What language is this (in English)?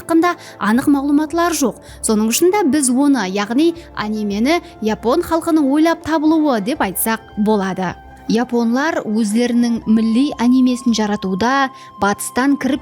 Kara-Kalpak